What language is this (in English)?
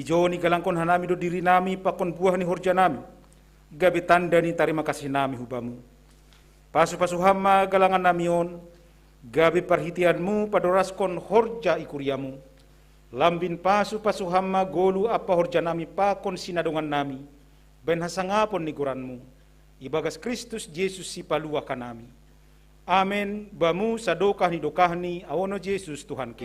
Batak Simalungun